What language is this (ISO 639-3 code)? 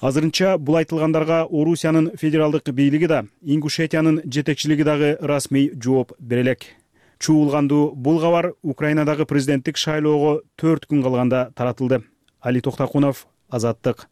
kir